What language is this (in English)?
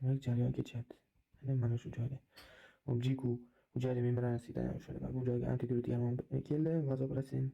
Uzbek